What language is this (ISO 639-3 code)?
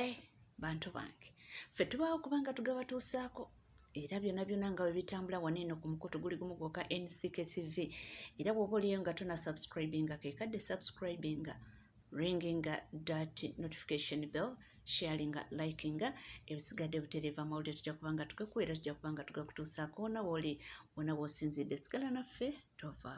lug